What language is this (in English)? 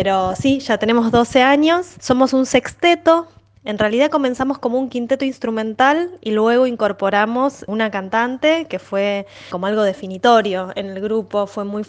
Spanish